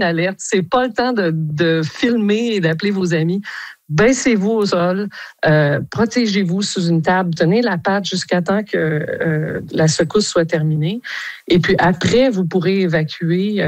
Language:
French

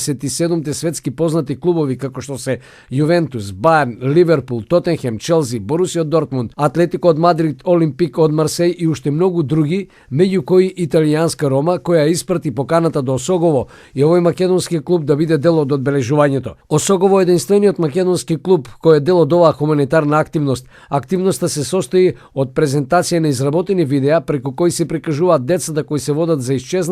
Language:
Macedonian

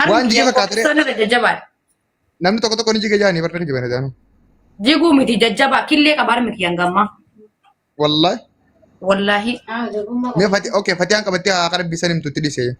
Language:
Oromo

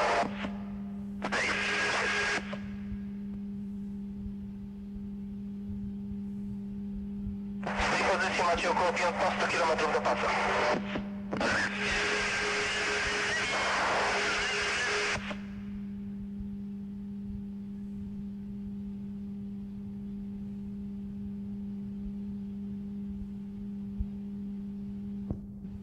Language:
Polish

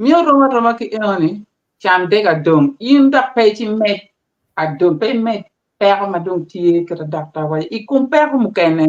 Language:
Acoli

